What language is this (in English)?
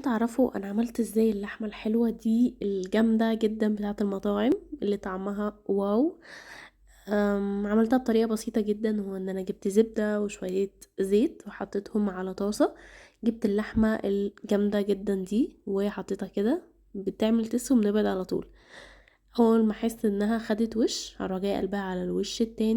Egyptian Arabic